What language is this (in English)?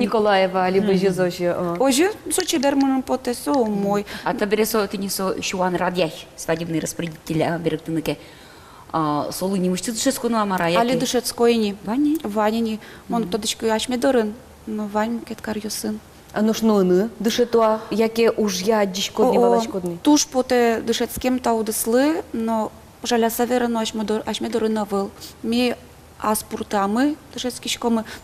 Udmurt